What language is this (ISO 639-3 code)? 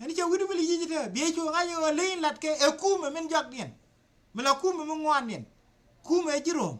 nus